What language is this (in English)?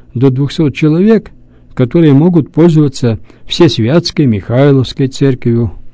Russian